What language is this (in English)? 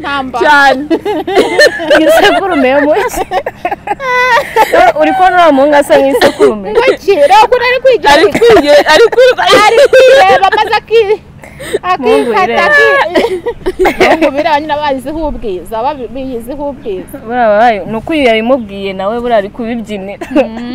Kinyarwanda